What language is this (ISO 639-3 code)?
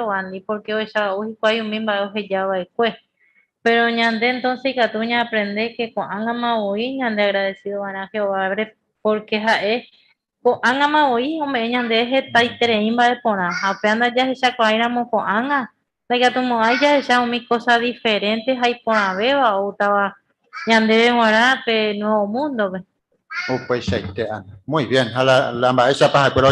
grn